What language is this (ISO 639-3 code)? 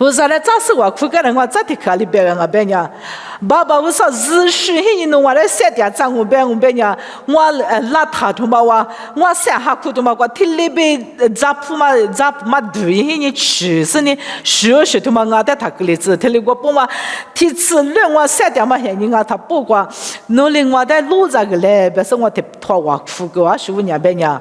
lis